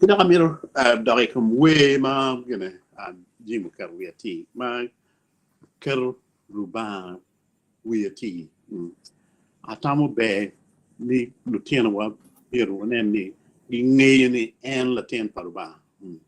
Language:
Acoli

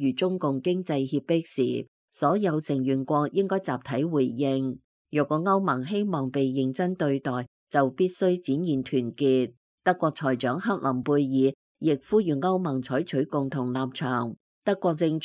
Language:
Cantonese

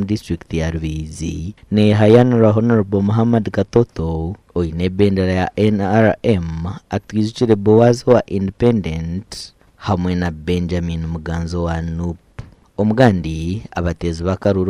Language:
Nyankole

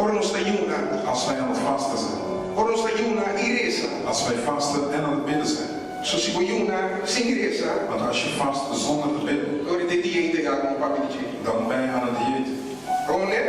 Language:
Papiamento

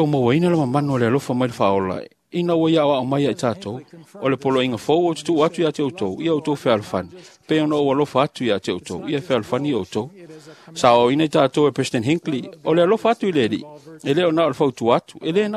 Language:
Samoan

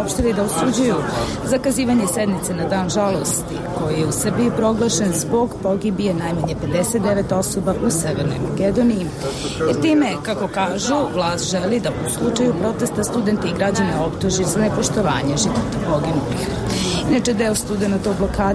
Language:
Bosnian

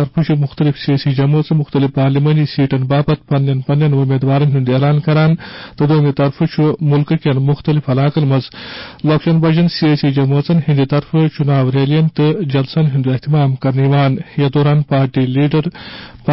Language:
Kashmiri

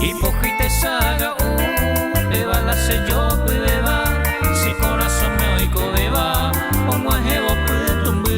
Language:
Guarani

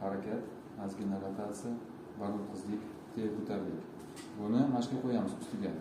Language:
Uzbek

